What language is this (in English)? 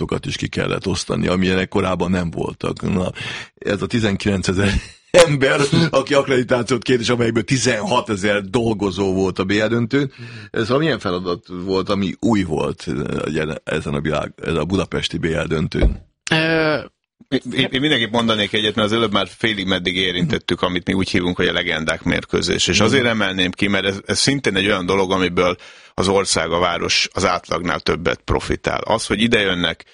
Hungarian